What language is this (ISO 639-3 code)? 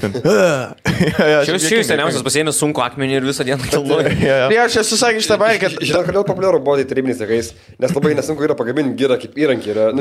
lit